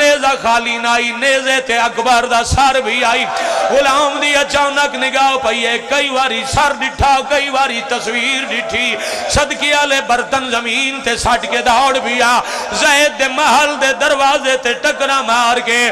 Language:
Pahari-Potwari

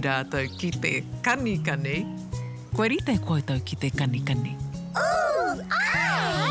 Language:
Māori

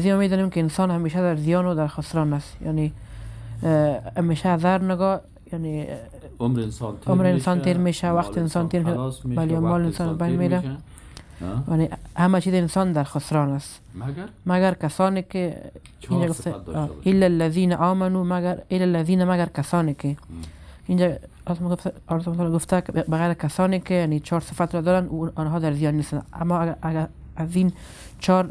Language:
Persian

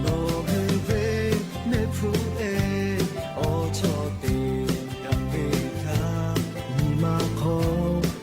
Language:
Lahu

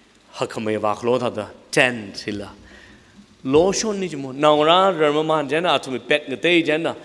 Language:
Tangkhul Naga (India)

